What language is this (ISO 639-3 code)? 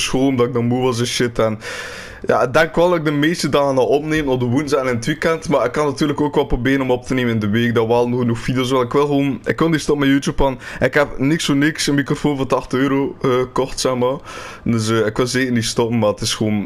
nld